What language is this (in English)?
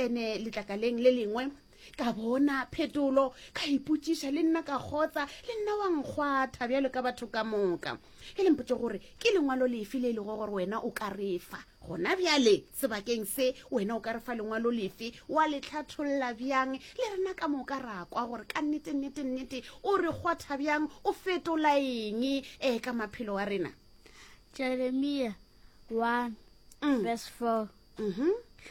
Northern Sotho